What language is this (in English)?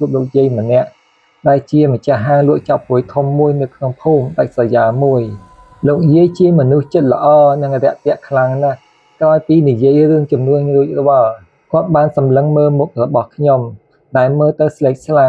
Khmer